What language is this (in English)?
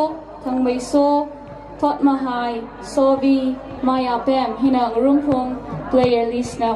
Tangkhul Naga (India)